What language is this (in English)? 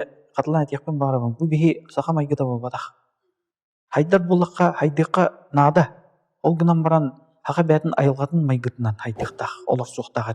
Yakut